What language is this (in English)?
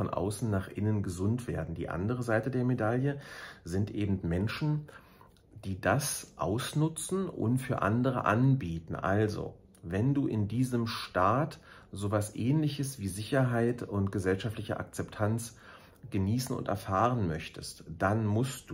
German